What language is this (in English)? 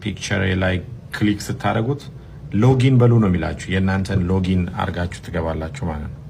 Amharic